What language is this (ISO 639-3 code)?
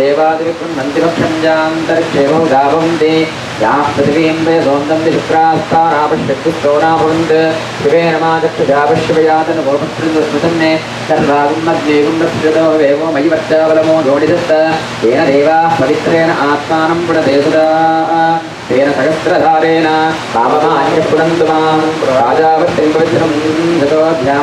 san